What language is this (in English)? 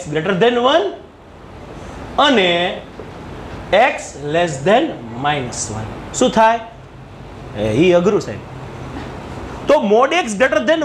Gujarati